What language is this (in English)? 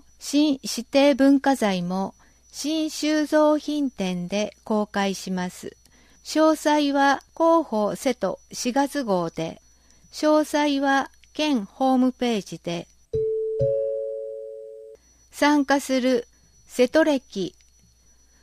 Japanese